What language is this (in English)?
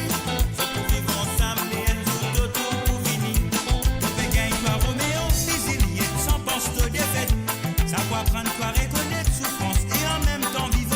Morisyen